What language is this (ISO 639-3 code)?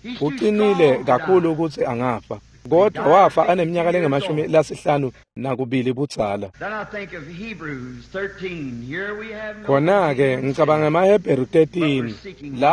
ssw